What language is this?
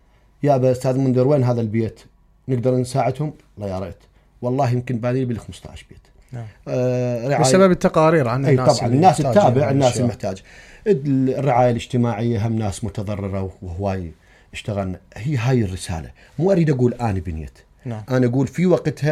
Mesopotamian Arabic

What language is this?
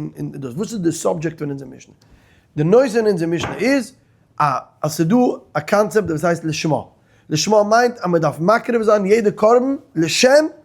Yiddish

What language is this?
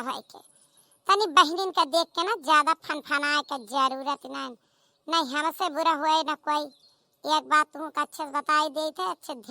Awadhi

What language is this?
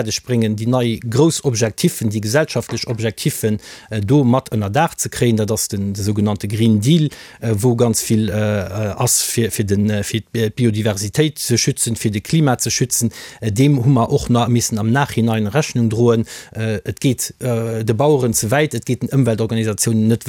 Luxembourgish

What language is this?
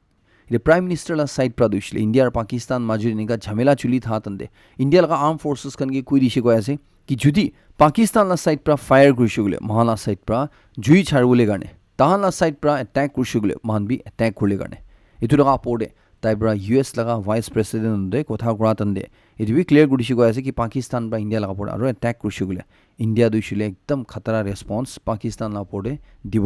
Naga Pidgin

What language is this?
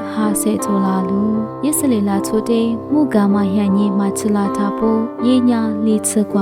Lisu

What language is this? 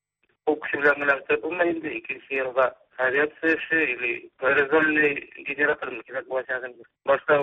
Tatar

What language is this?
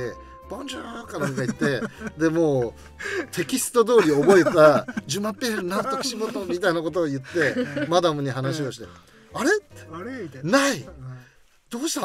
Japanese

